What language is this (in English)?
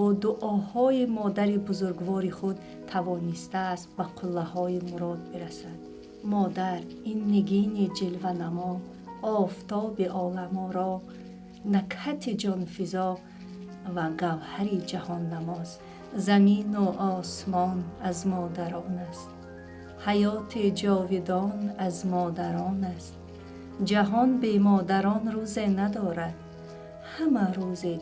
Tajik